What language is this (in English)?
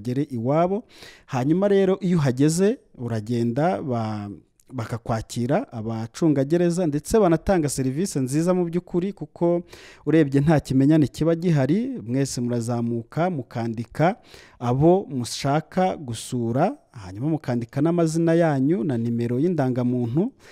Kinyarwanda